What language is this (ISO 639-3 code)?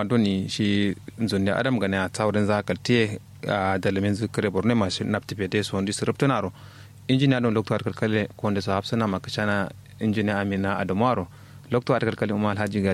kau